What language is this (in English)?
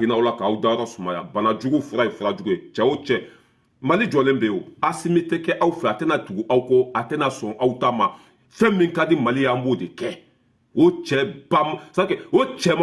Bambara